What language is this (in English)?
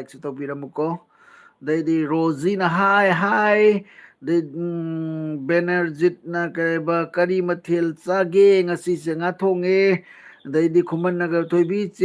Manipuri